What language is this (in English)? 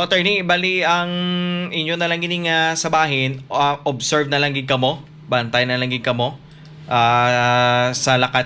Hiligaynon